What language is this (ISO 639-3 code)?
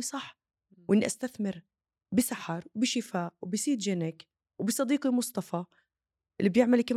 apc